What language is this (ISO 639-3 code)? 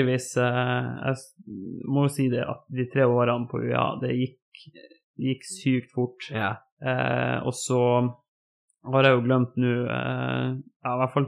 nor